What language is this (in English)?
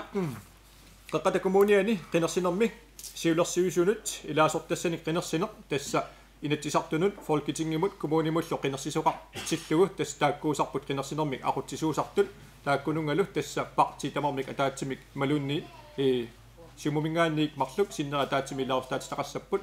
Kalaallisut